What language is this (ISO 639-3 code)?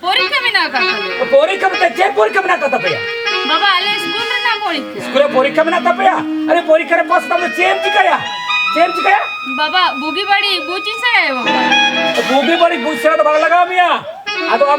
sat